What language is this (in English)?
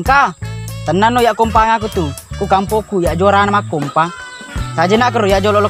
Buginese